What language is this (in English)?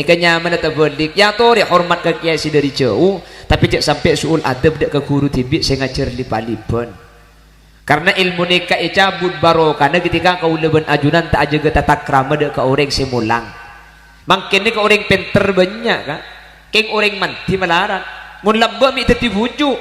Madurese